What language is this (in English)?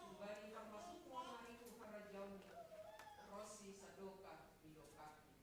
Batak Simalungun